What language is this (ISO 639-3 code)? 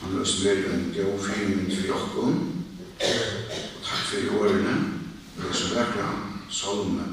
fao